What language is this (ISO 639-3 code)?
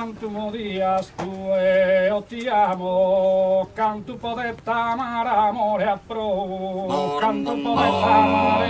srd